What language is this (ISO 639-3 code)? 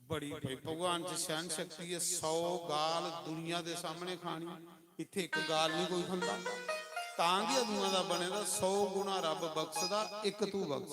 doi